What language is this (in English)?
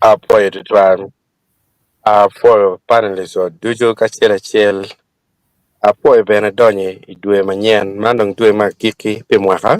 Acoli